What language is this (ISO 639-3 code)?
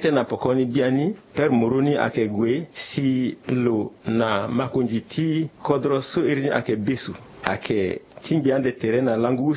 sag